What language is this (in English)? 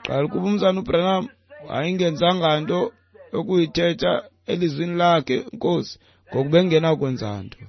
Xhosa